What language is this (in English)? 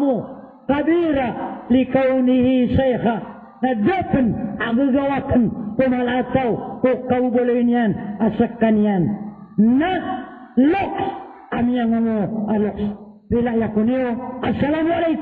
Maranao